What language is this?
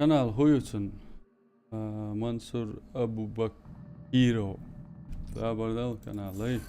Chechen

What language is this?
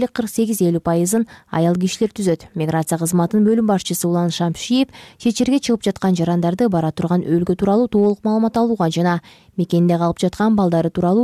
Kyrgyz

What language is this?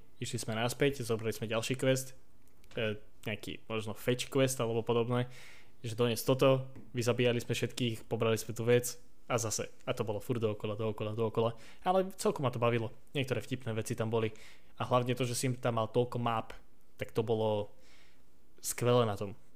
Slovak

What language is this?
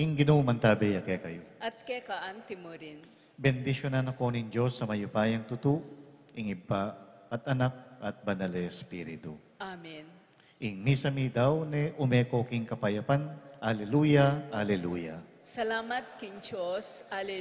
Pampanga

